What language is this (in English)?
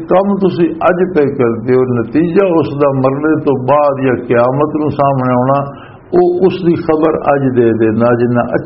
Western Panjabi